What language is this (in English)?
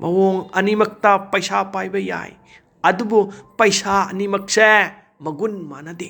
Manipuri